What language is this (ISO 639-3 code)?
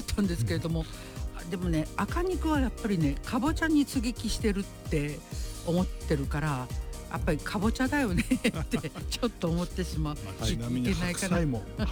jpn